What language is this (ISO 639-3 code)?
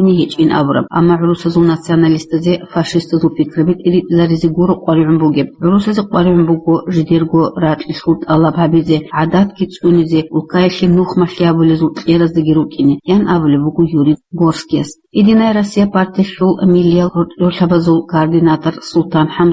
ava